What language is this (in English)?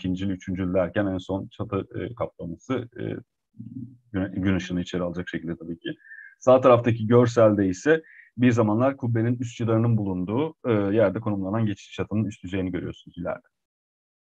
Turkish